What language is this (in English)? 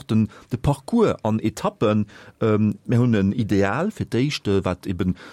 Luxembourgish